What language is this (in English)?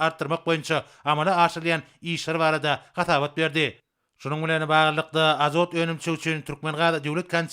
Turkmen